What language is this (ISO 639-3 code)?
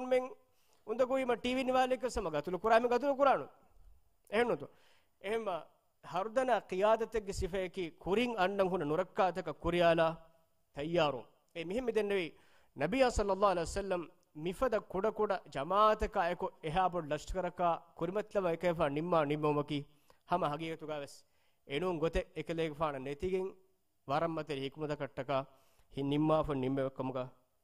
div